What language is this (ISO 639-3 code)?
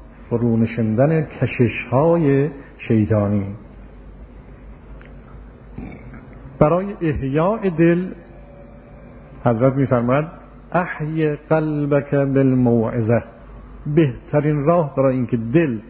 fas